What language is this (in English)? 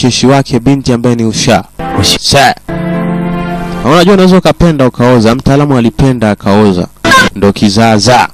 Swahili